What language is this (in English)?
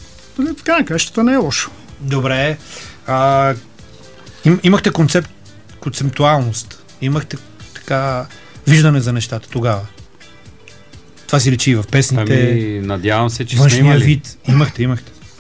Bulgarian